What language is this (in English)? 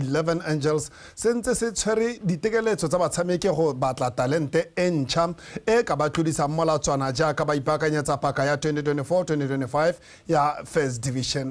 Tswana